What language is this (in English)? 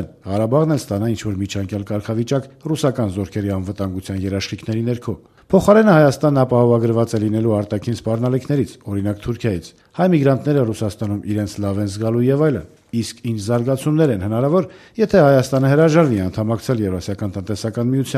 Armenian